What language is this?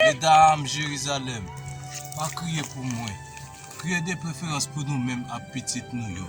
Haitian Creole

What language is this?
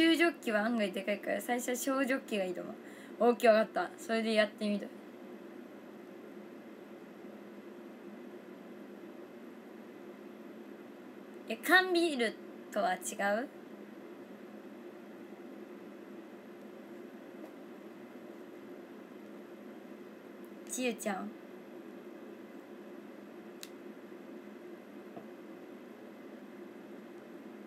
Japanese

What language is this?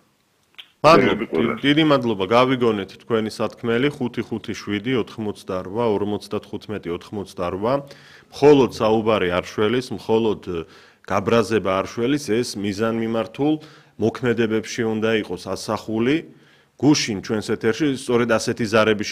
Georgian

